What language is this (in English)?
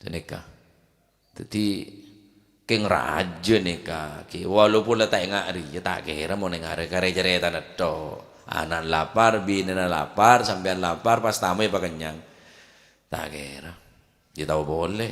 Madurese